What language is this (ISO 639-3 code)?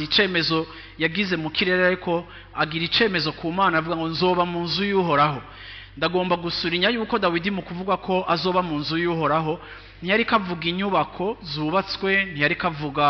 run